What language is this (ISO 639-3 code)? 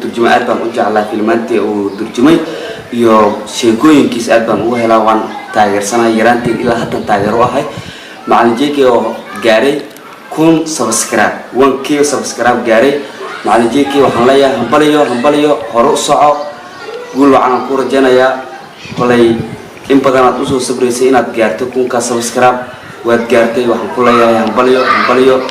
som